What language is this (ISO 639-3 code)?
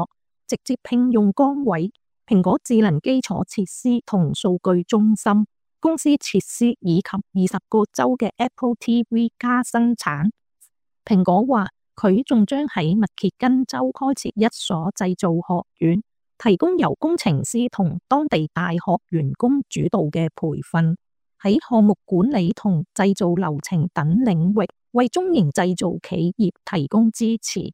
yue